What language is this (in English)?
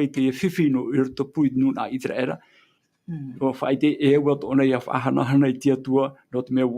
Tahitian